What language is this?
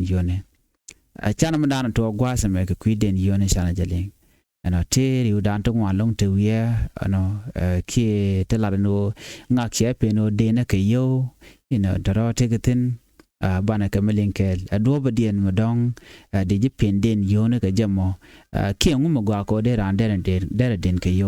Nuer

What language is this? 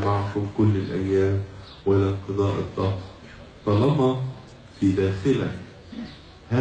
Egyptian Arabic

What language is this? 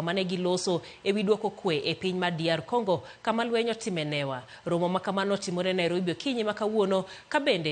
Luo (Kenya and Tanzania)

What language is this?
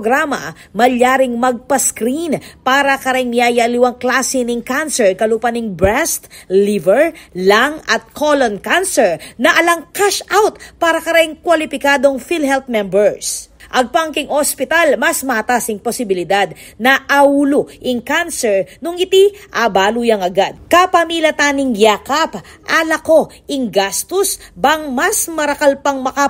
Pampanga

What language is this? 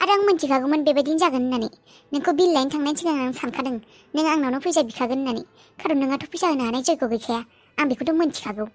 Bodo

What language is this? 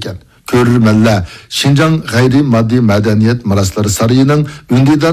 Uyghur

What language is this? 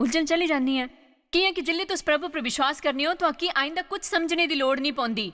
Dogri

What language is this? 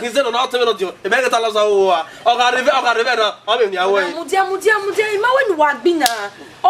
Bini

